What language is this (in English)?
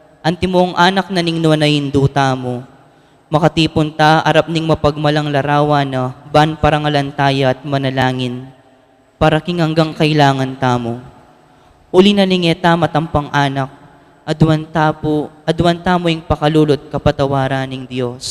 Pampanga